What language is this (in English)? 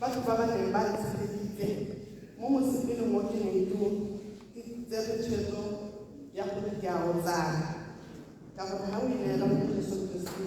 Tswana